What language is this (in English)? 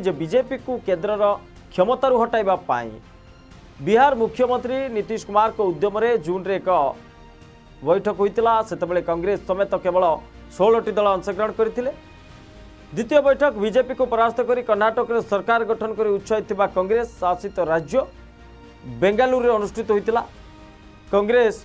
Odia